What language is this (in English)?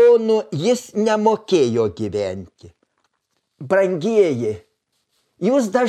Lithuanian